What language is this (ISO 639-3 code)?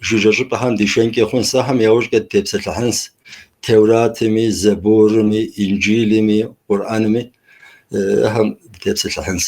kbd